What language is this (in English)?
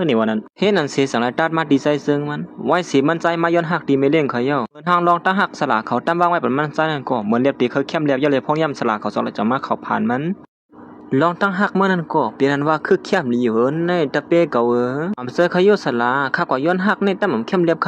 Shan